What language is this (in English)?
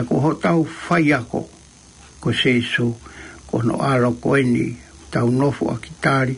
Tongan